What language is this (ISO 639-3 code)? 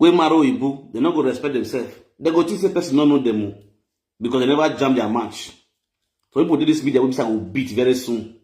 pcm